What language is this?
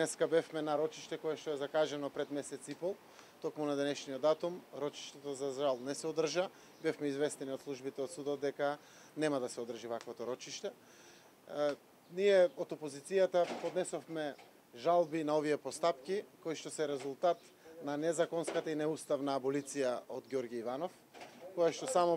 Macedonian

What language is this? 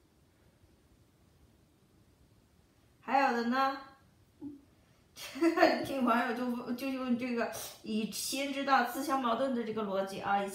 Chinese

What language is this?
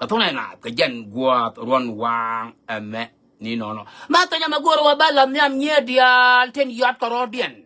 Nuer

